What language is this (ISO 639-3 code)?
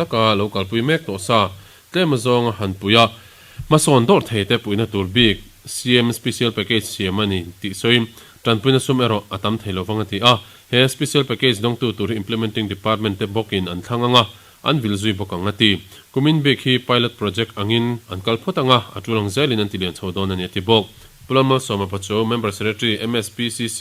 lus